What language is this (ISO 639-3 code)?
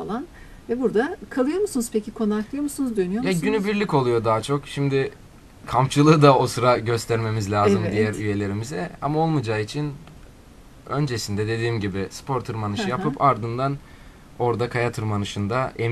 tur